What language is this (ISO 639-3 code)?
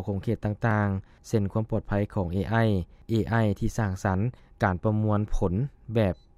lao